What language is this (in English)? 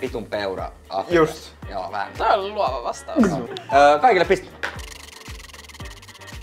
Finnish